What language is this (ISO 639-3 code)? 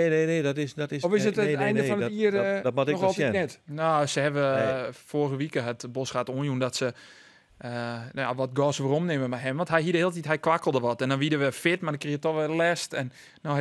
fry